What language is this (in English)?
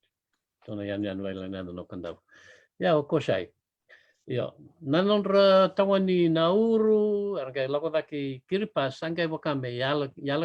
Fijian